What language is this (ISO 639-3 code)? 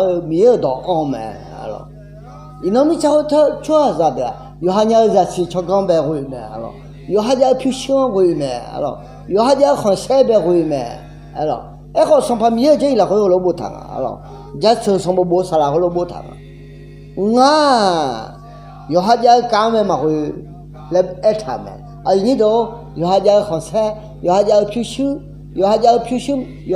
ahk